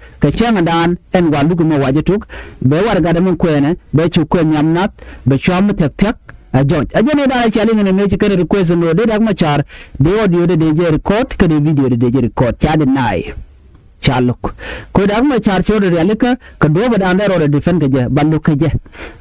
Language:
Nuer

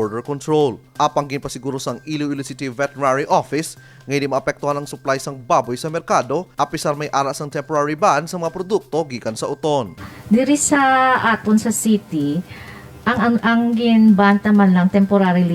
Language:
Hiligaynon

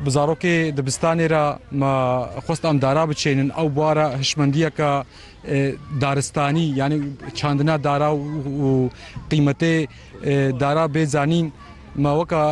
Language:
Kurdish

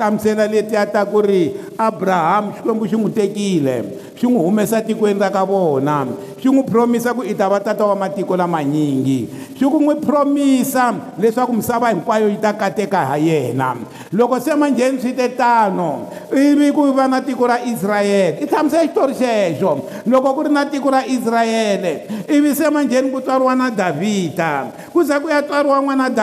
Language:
Tsonga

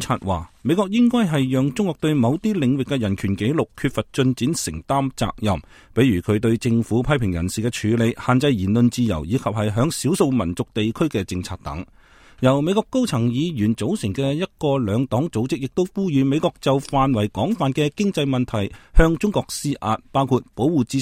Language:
Cantonese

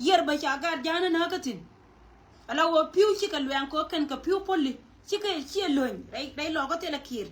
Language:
Nuer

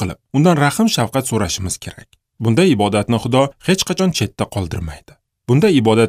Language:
Uzbek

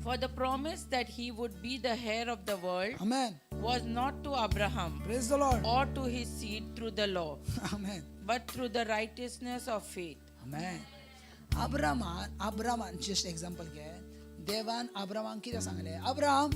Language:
Konkani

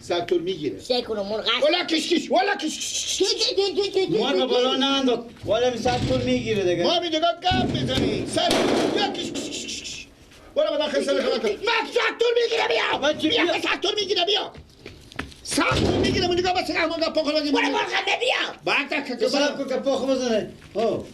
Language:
Persian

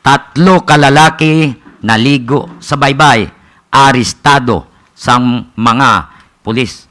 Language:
Hiligaynon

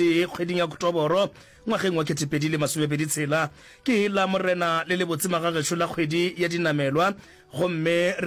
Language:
Northern Sotho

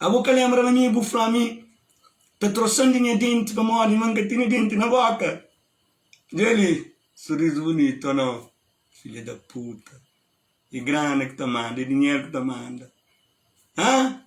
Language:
Kabuverdianu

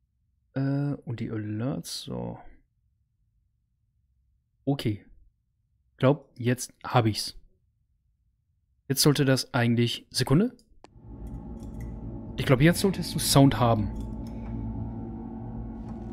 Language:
German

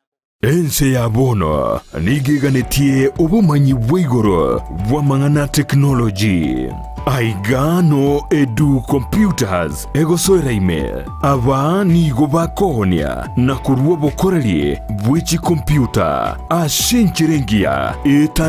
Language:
Gusii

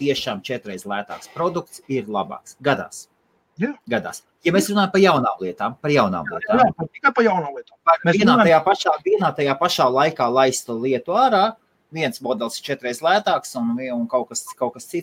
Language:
Latvian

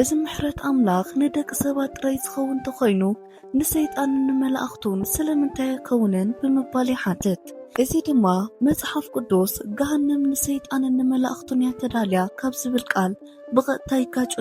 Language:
Tigrinya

